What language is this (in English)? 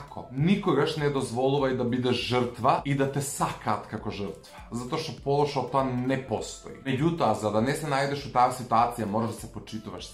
Macedonian